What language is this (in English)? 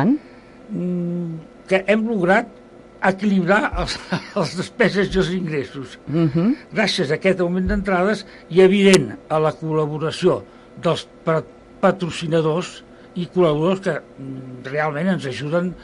Catalan